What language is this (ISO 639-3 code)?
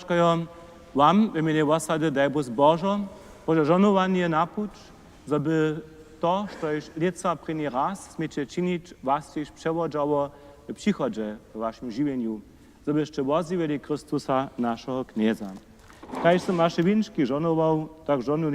hsb